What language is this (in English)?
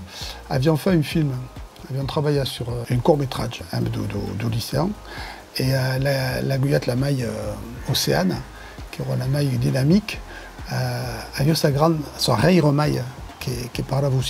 Occitan